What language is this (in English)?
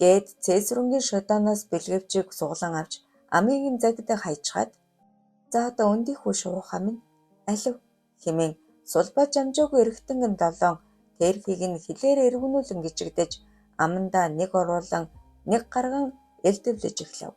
Mongolian